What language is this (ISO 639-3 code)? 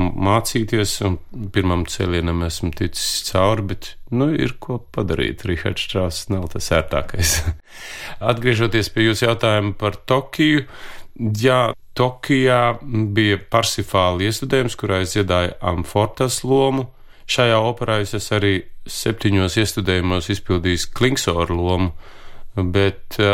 lav